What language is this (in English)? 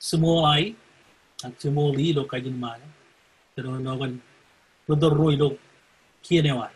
Marshallese